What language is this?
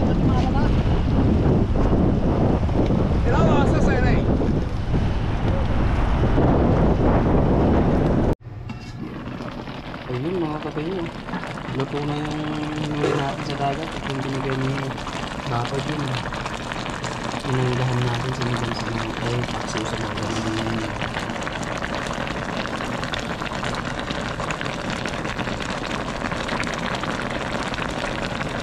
Filipino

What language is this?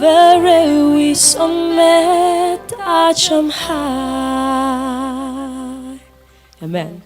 Tangkhul Naga (India)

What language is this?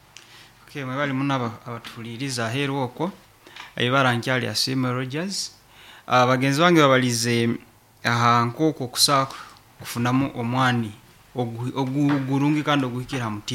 Nyoro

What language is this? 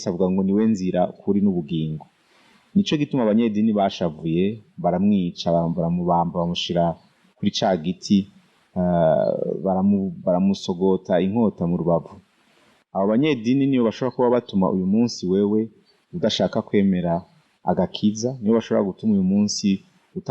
Rundi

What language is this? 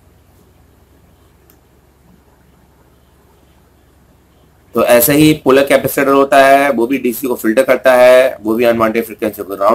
Hindi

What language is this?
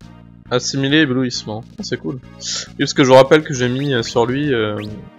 French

